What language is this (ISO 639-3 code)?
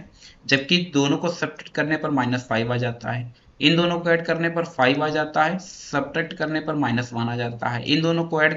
hin